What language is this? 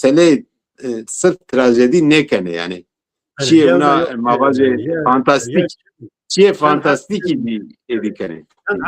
Zaza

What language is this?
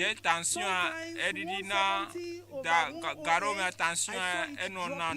Ewe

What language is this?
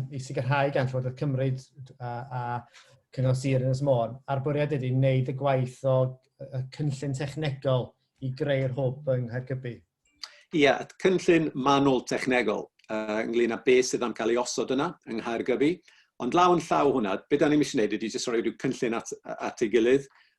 Welsh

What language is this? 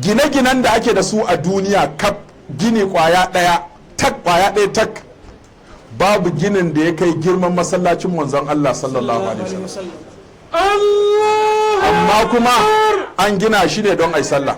Hausa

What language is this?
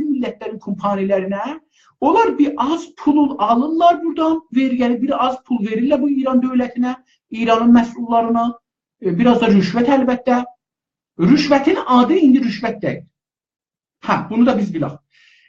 South Azerbaijani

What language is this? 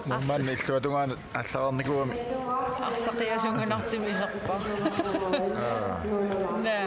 Kalaallisut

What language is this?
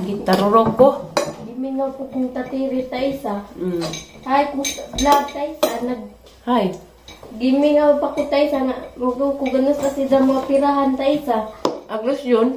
Cebuano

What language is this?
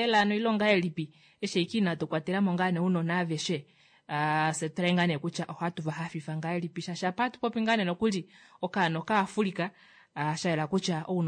Kuanyama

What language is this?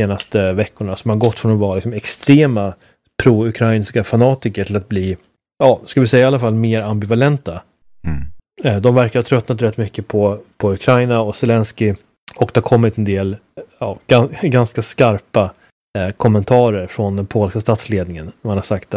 Swedish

